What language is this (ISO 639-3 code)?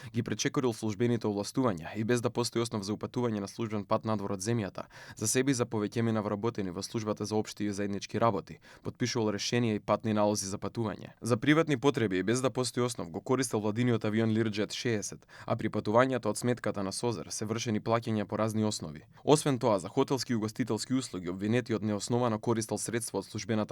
mkd